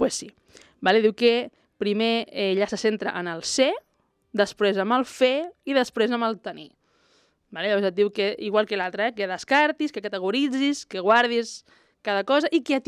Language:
Catalan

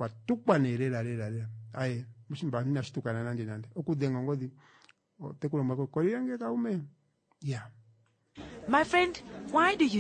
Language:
Kuanyama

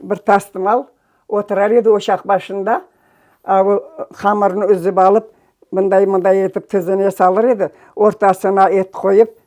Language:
Crimean Tatar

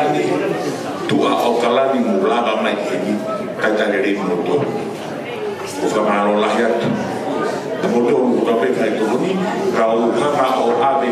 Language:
Tongan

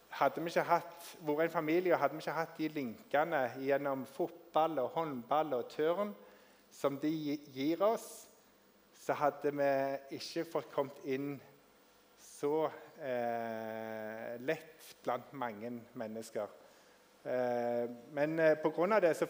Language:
Norwegian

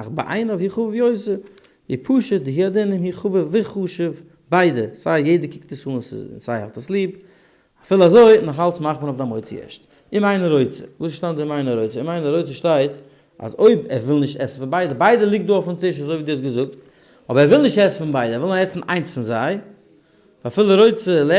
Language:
Yiddish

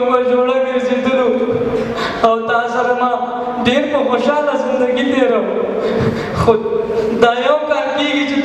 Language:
Pashto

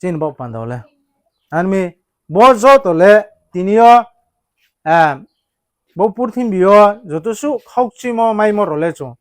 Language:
Riang (India)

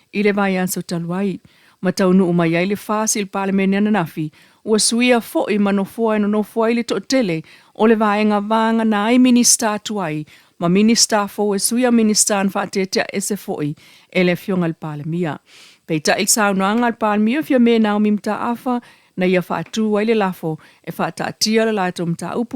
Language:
Samoan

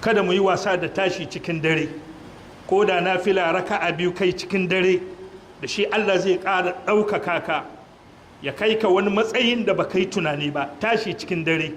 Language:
Hausa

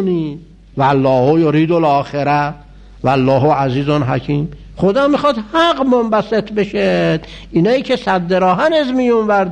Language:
Persian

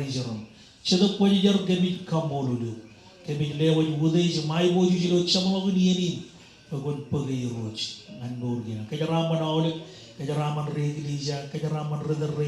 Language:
Marshallese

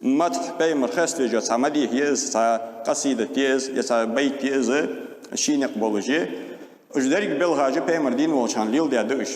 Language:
Ingush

